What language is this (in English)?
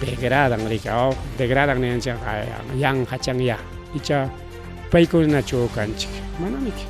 Ayacucho Quechua